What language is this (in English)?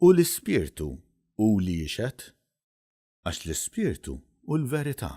Maltese